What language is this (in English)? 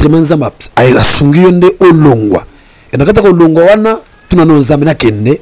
Lingala